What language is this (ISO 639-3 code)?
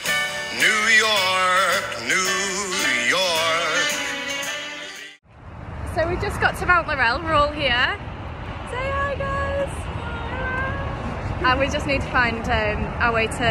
eng